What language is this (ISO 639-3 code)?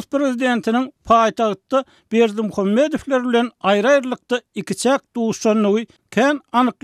tuk